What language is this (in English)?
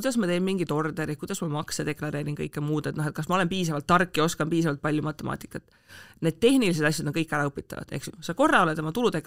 Estonian